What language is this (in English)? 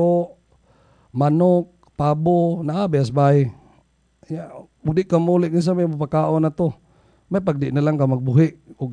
Cebuano